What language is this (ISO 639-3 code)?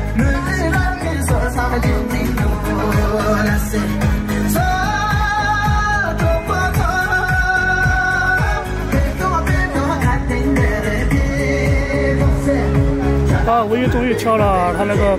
zho